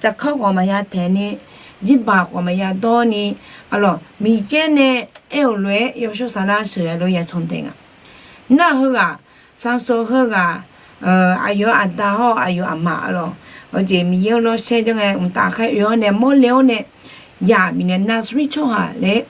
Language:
Akha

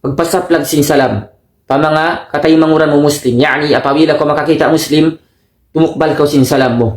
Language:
Tausug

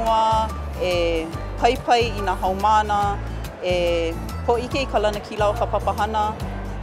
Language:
Hawaiian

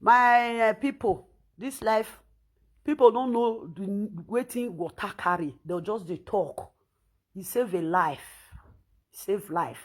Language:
Nigerian Pidgin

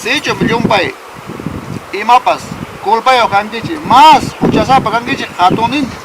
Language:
Ayacucho Quechua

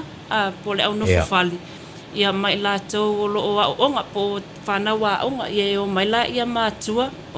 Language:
Samoan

